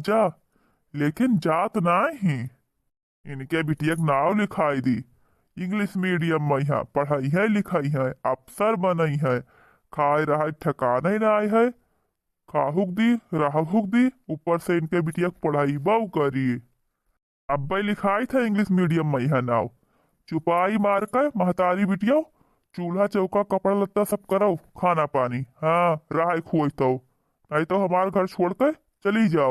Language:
Awadhi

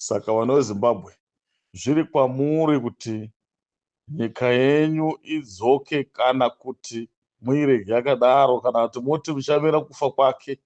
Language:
Shona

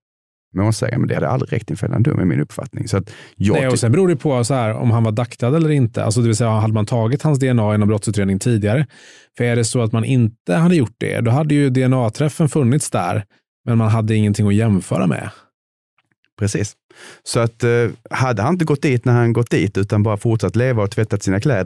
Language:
Swedish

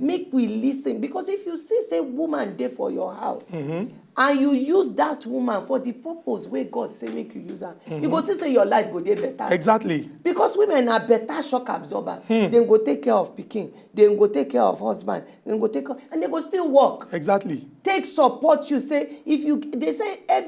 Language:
Nigerian Pidgin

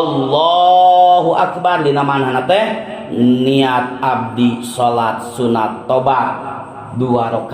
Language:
Sundanese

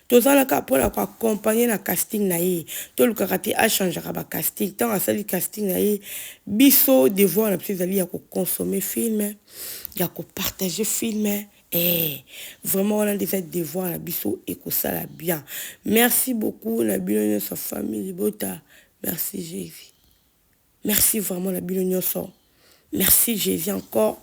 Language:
Lingala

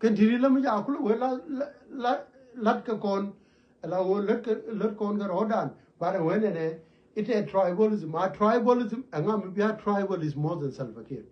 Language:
Nuer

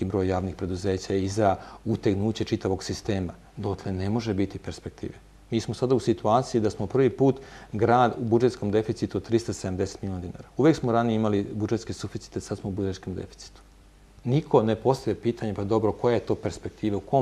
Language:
Bosnian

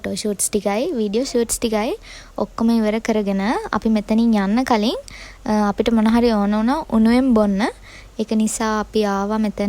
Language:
Sinhala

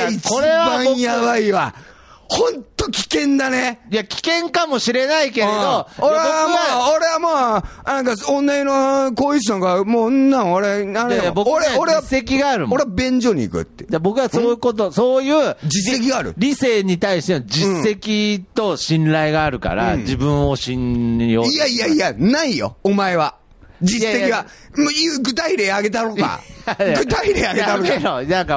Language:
Japanese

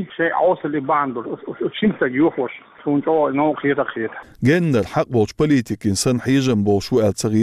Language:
Chechen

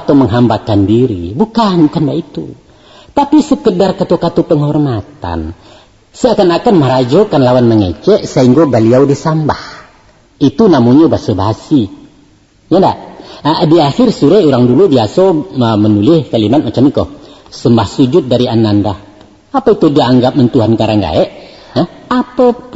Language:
Minangkabau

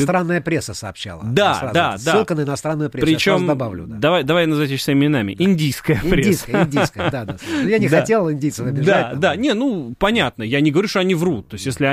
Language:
Russian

